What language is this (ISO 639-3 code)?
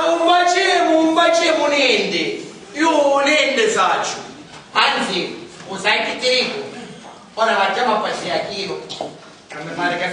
scn